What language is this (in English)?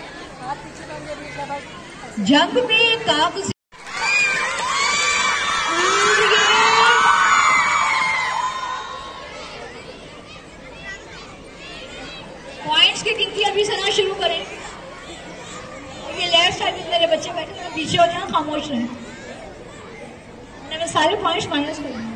Hindi